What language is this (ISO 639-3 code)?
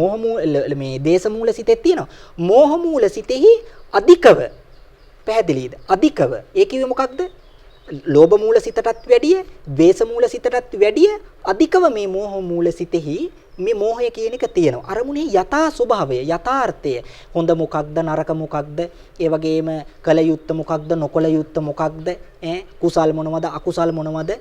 sin